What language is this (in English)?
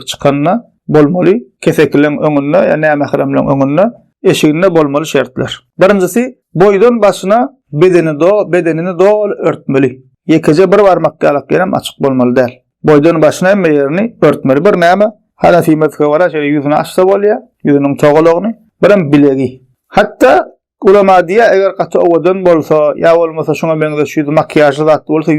Turkmen